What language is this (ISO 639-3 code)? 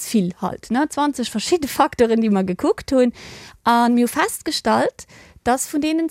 ltz